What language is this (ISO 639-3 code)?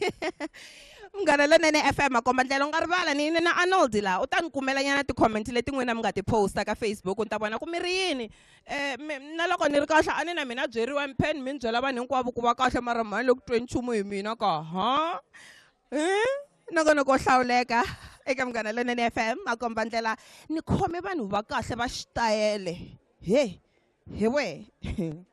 tso